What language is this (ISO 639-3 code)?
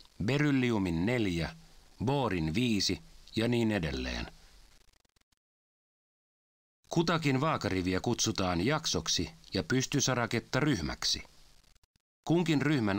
fin